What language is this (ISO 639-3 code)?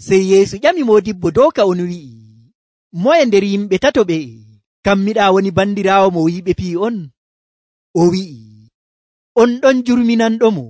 fuv